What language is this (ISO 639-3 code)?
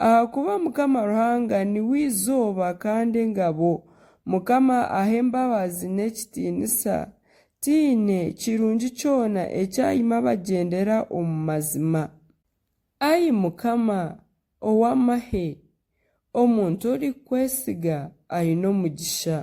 nyn